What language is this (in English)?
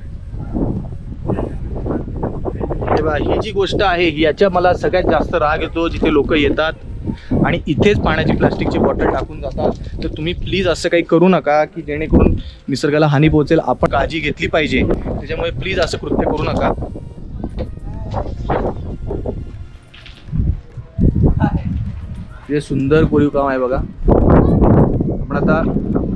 Marathi